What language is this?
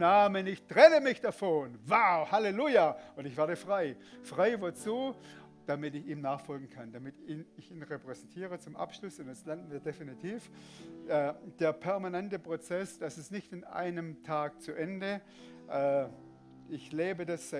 Swiss German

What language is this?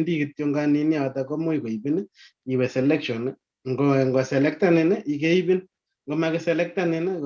Kalenjin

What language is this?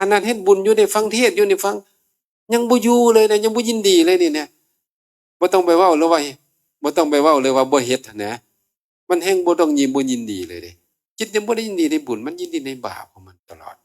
Northeastern Thai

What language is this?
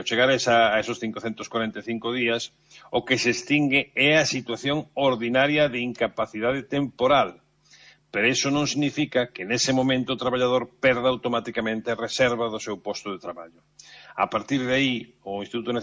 Galician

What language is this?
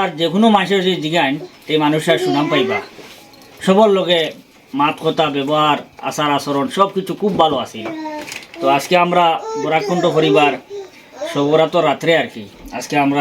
Sylheti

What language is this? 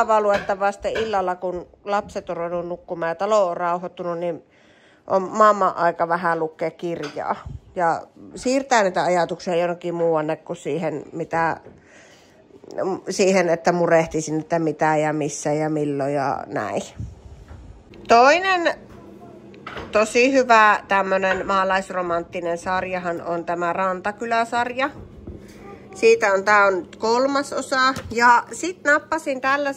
Finnish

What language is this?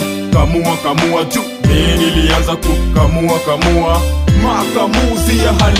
Swahili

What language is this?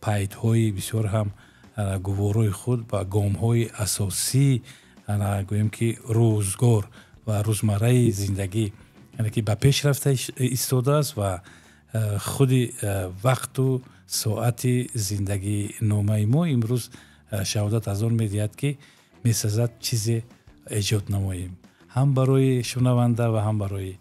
Tajik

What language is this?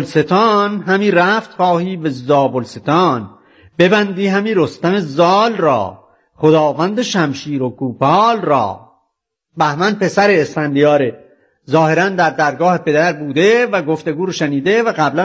Persian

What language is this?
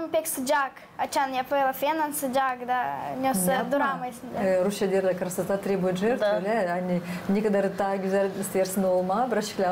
Gagauz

